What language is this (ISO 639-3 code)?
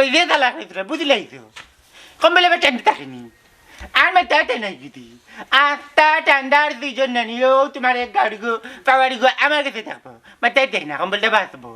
syl